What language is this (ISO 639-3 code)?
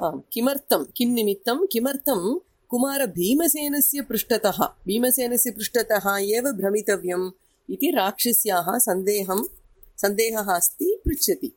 san